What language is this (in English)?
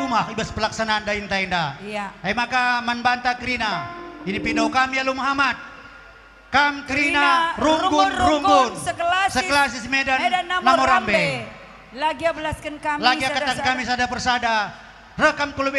Batak Karo